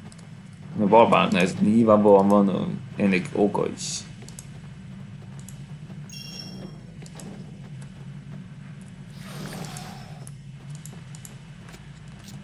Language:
Hungarian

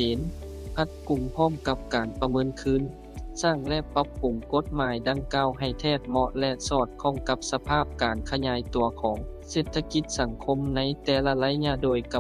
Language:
Lao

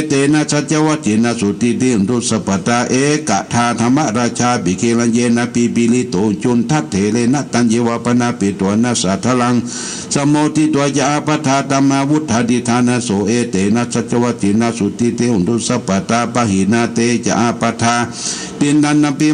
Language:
Pali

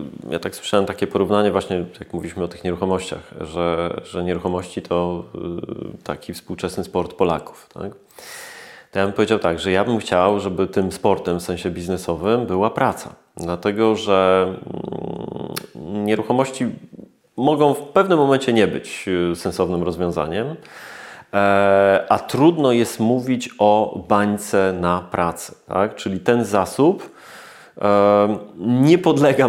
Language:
Polish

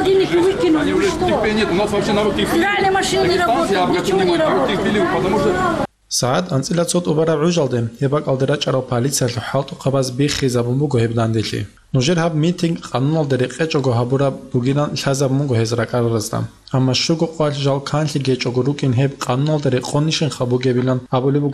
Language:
Avaric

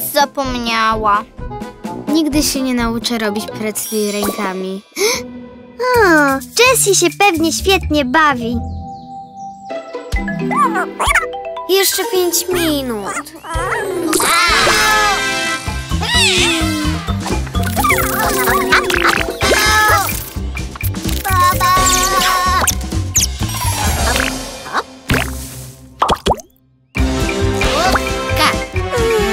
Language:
Polish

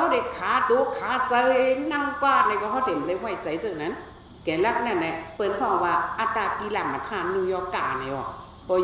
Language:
Shan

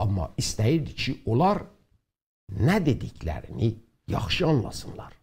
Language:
South Azerbaijani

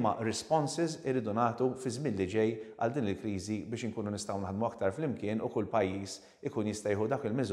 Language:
Maltese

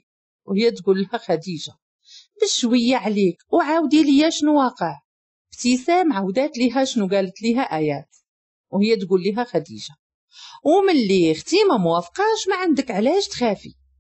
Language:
Moroccan Arabic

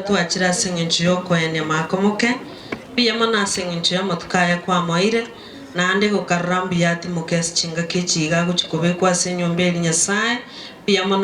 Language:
Gusii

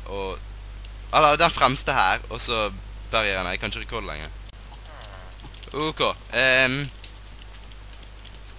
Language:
Norwegian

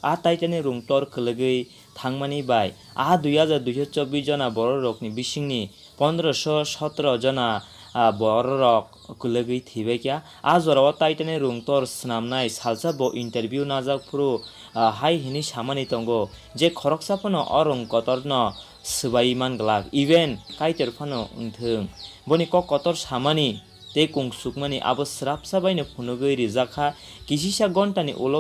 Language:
Kok Borok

